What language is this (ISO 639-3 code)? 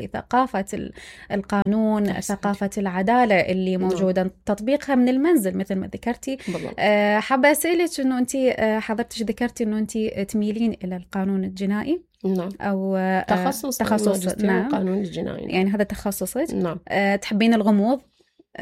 acm